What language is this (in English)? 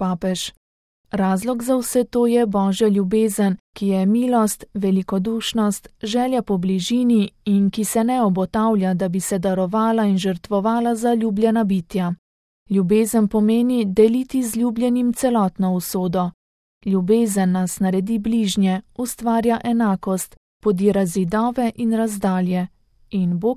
Slovenian